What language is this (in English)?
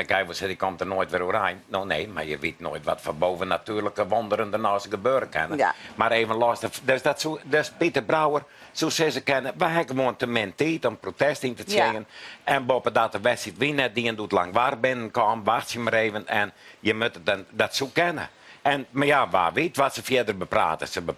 Western Frisian